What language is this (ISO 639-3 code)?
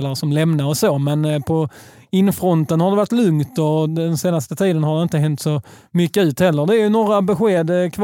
swe